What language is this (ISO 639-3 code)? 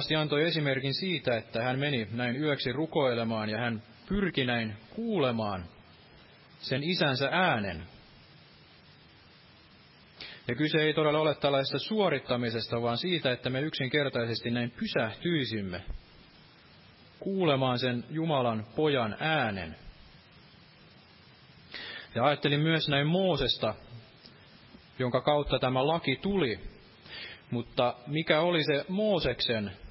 fin